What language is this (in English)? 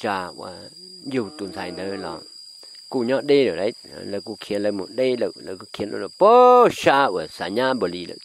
Hmong